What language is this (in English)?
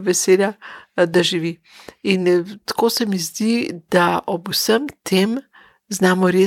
Slovenian